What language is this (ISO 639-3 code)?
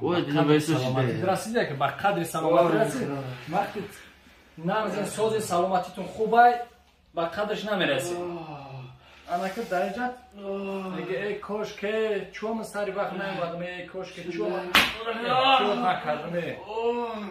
tgk